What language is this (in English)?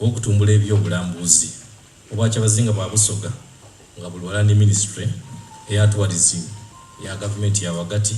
Soga